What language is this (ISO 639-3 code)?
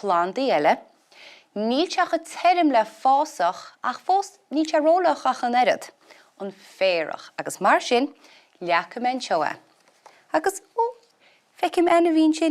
gle